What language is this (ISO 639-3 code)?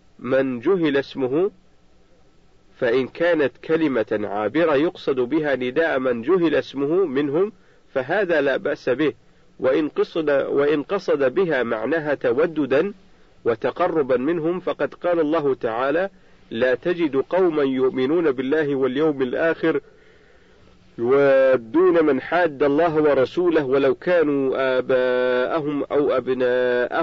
ara